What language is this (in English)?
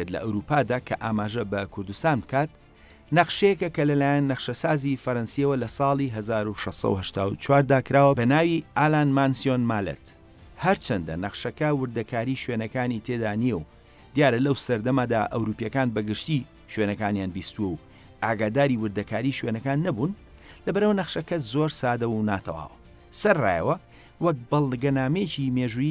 Central Kurdish